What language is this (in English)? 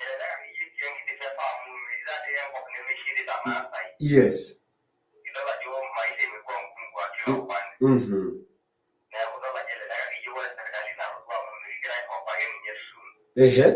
Masai